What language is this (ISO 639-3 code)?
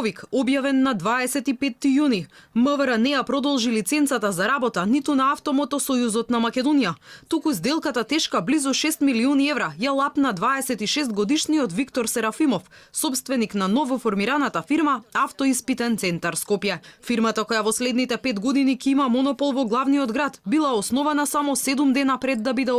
mkd